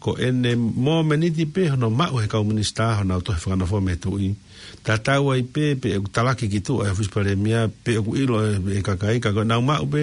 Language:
Tongan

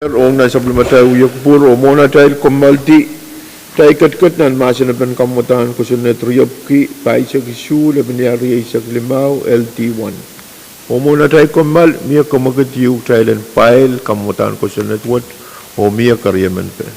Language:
Pohnpeian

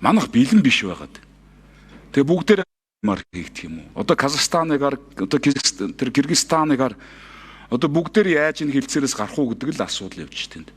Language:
Mongolian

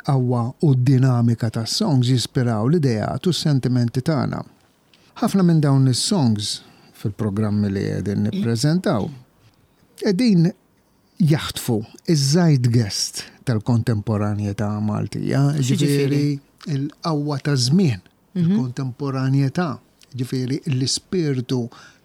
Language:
Maltese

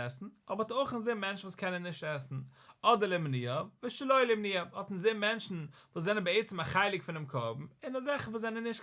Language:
Yiddish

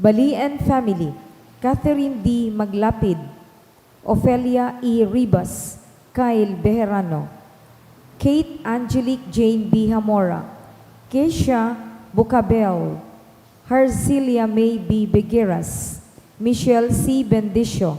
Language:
Bikol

